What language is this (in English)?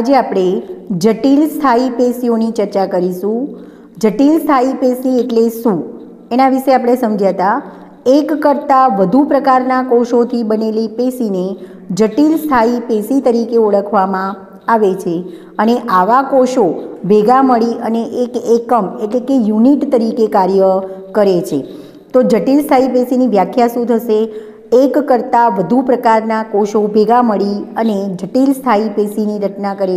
Gujarati